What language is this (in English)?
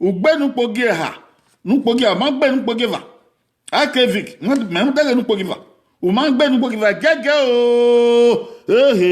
Bini